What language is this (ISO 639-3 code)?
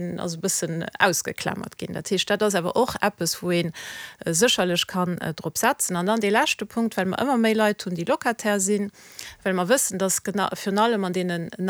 ltz